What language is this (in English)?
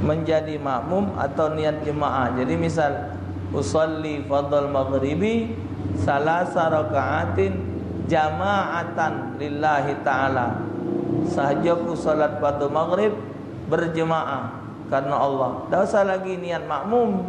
Musi